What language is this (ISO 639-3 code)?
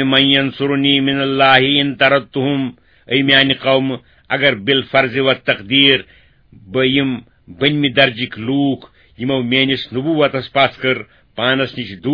kas